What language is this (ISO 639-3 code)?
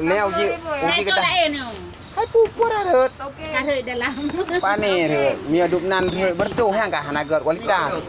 ace